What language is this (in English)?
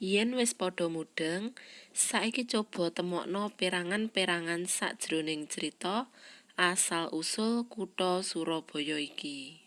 Javanese